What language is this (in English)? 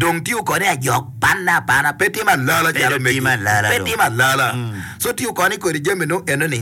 Acoli